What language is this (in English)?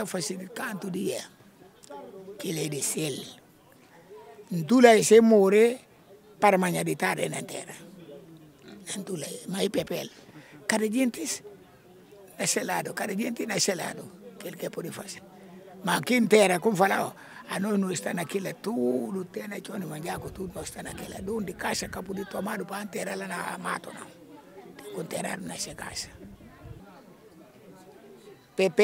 Portuguese